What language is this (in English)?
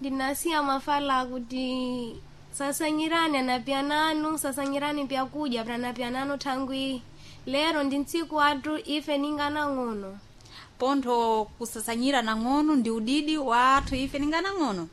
Sena